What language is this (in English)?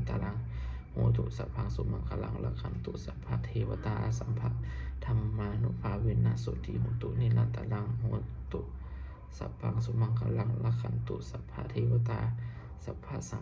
Pali